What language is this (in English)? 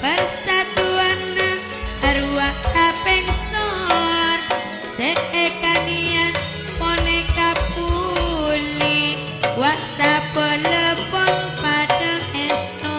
Madurese